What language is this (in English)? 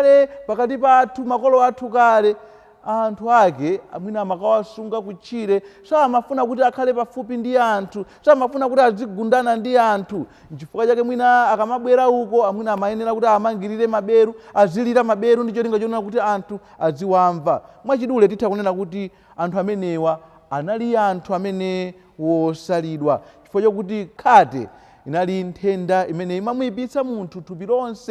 Nyanja